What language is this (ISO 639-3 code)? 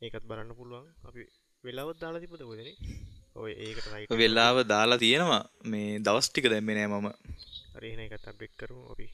sin